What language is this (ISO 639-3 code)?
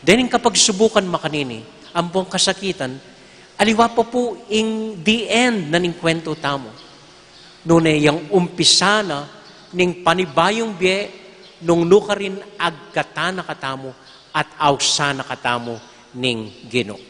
pam